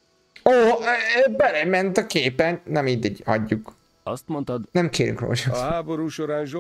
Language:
Hungarian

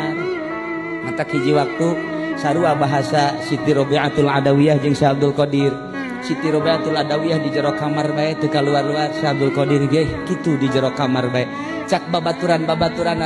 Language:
Sundanese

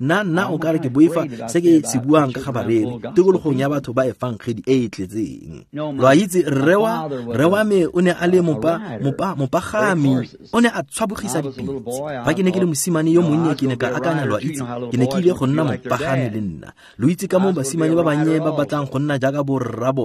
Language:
Tswana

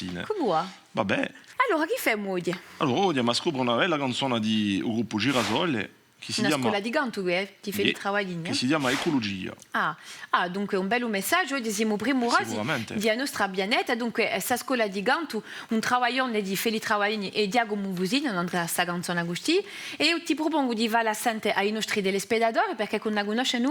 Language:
Corsican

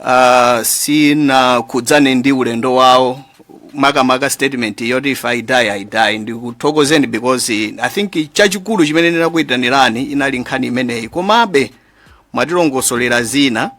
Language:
Nyanja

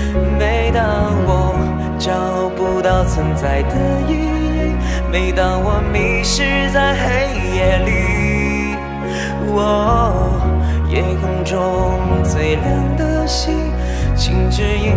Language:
Chinese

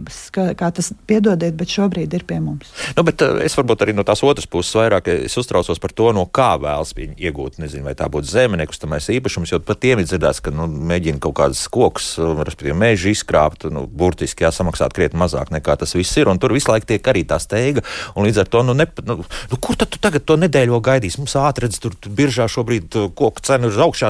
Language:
Latvian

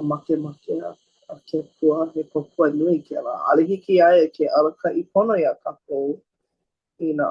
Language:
Hawaiian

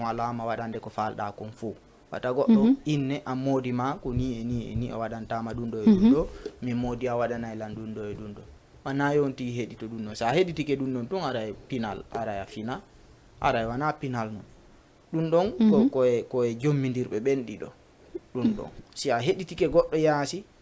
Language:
Fula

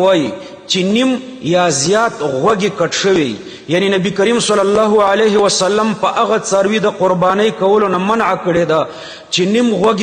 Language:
Pashto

